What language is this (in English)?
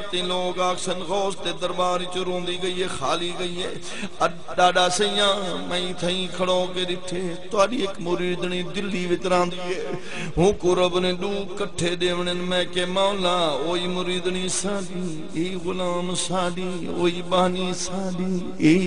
Saraiki